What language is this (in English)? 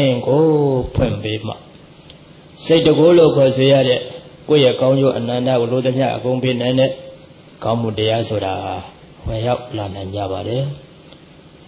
Burmese